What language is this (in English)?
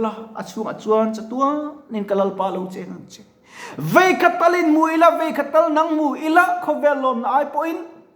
Mizo